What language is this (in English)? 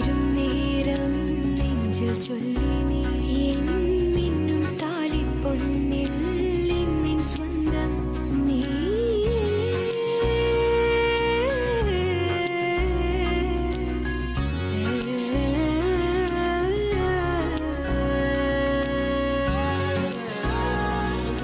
Malayalam